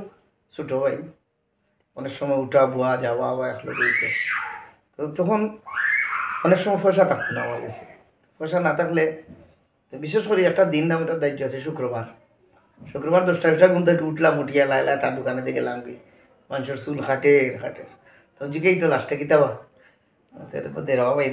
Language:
Sylheti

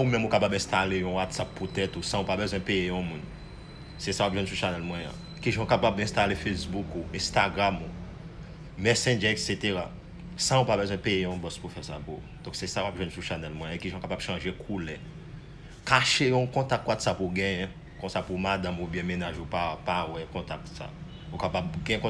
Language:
Haitian Creole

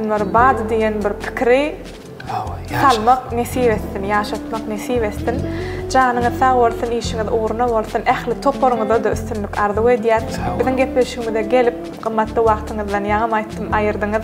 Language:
Turkmen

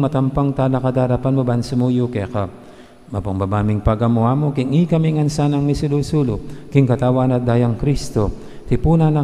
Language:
Pampanga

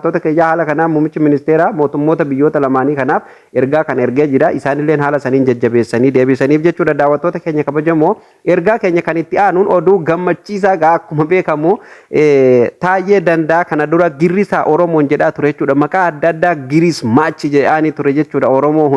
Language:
Oromo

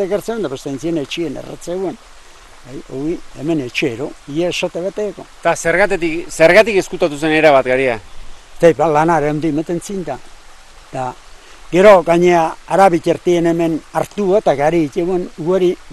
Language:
Basque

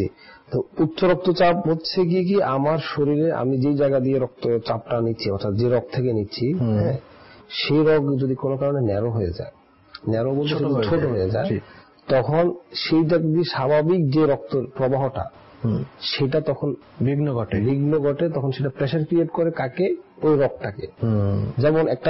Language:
Bangla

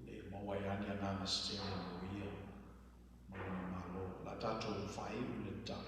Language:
Samoan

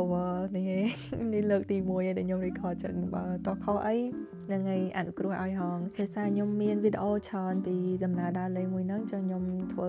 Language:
Khmer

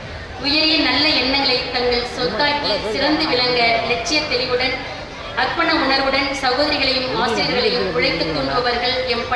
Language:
Tamil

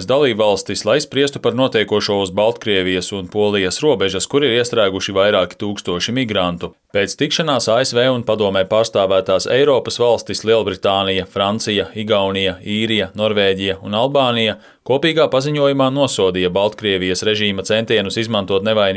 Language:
Latvian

